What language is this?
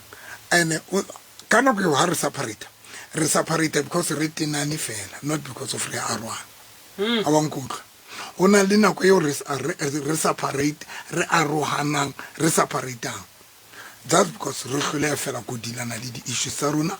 Southern Sotho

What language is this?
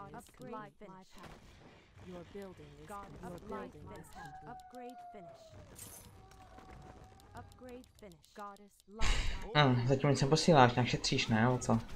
Czech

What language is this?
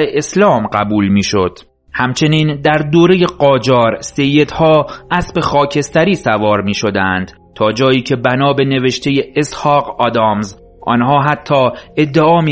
Persian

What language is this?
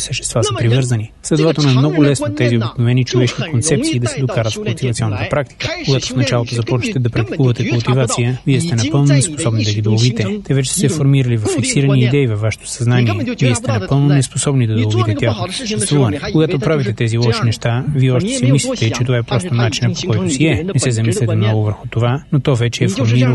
Bulgarian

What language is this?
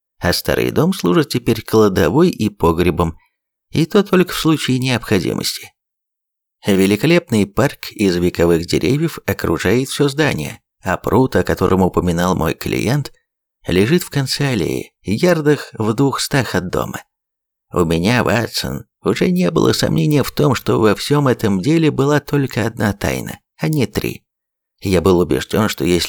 Russian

